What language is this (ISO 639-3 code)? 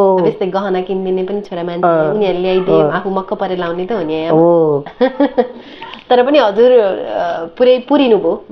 nep